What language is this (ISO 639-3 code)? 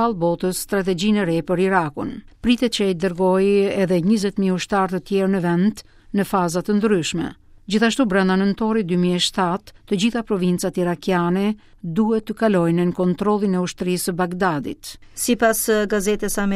sqi